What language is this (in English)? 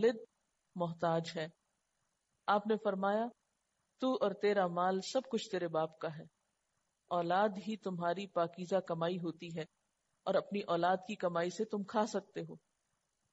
Urdu